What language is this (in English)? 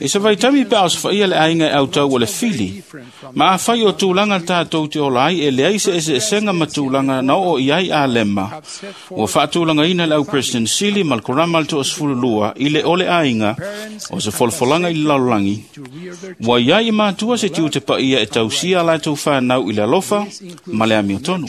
Samoan